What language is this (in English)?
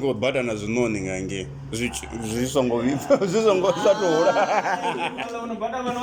Venda